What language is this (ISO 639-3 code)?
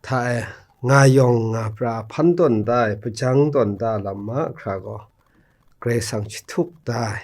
kac